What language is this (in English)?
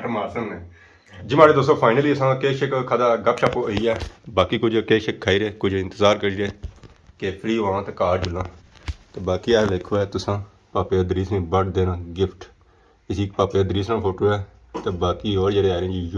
Pahari-Potwari